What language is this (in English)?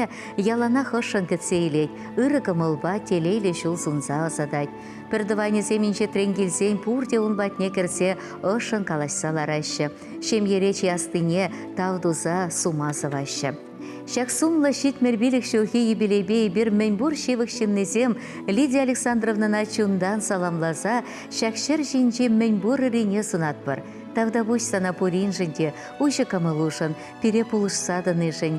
Chuvash